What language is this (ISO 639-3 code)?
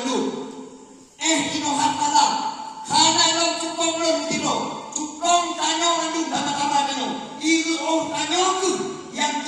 ace